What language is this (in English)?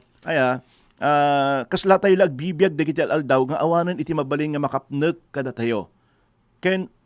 Iloko